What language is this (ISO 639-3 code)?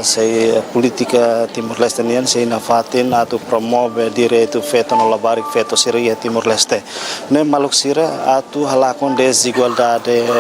tet